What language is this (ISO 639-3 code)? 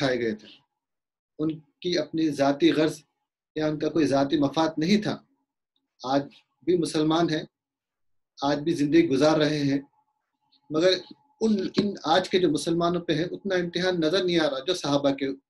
urd